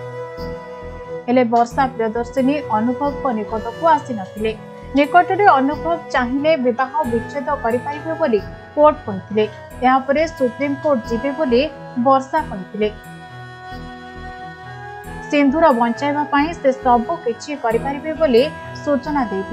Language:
Odia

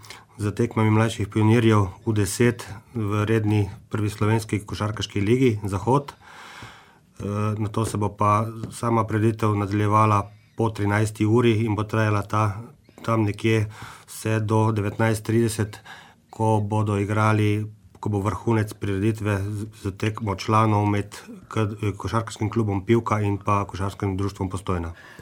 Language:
Slovenian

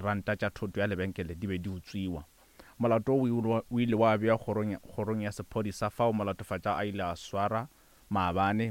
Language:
Northern Sotho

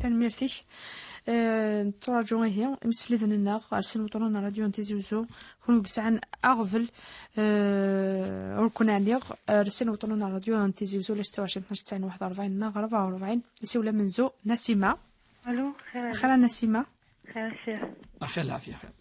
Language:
Kabyle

